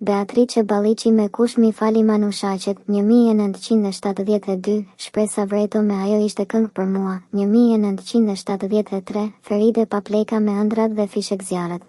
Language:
Albanian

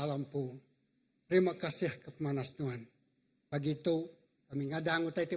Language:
Iban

